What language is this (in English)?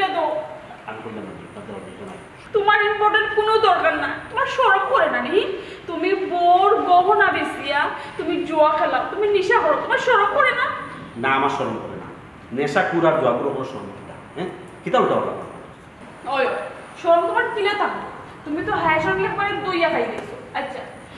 Sylheti